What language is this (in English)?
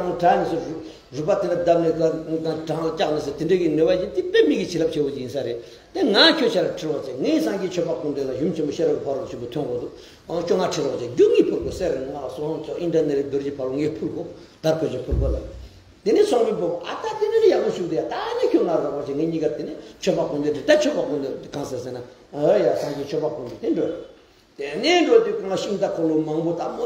Tibetan